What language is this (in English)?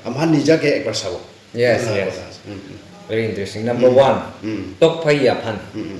Naga Pidgin